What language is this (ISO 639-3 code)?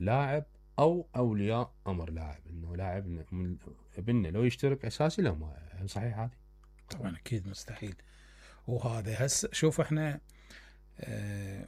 acm